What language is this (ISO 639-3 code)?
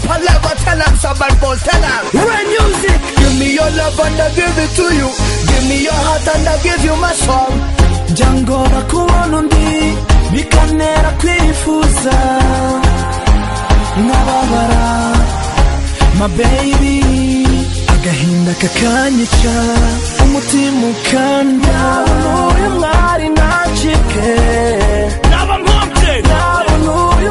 kin